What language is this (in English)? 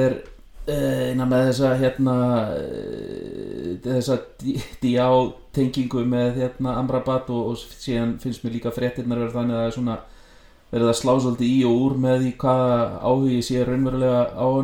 Icelandic